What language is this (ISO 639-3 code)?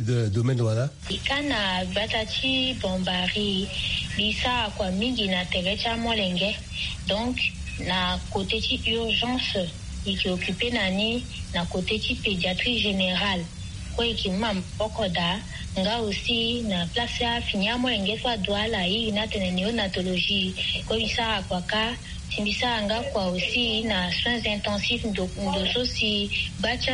sag